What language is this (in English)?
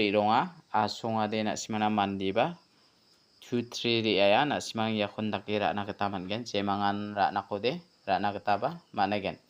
Garo